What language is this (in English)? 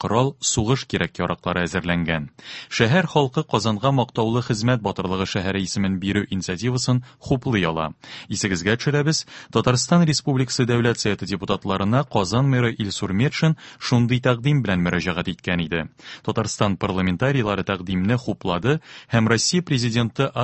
Tatar